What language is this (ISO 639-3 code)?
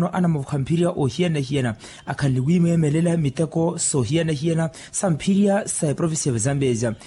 vmw